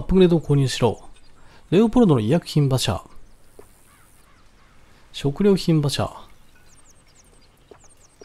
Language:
Japanese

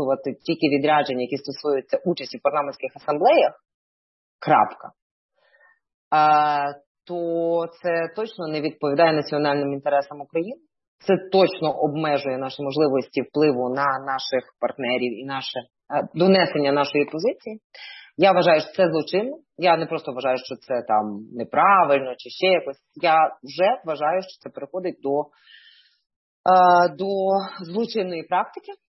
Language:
Ukrainian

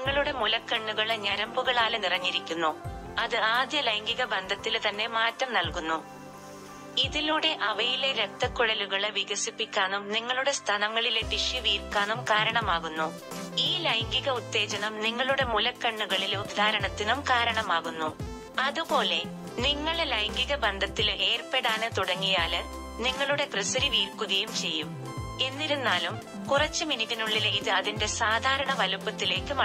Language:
Malayalam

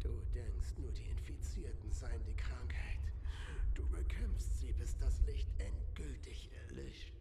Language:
Swiss German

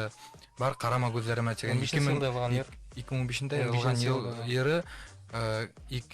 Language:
Bashkir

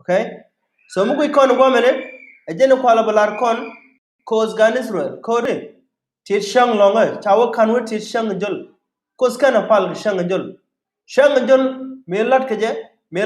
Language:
Nuer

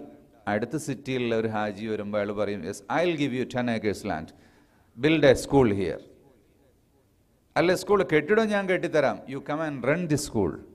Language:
Malayalam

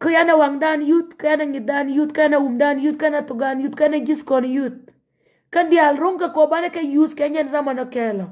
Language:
Nuer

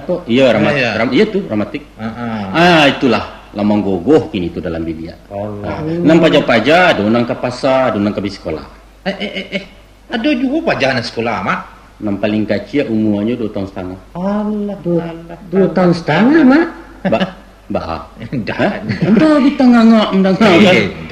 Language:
Minangkabau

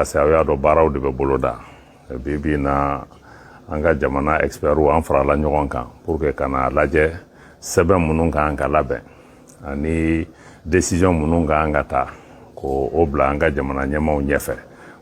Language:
Bambara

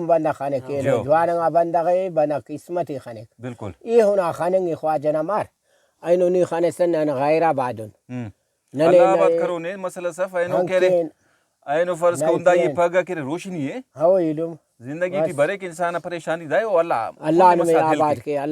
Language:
Brahui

